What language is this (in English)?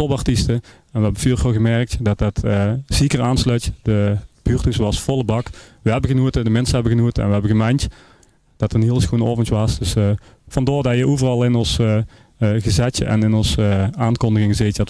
Limburgish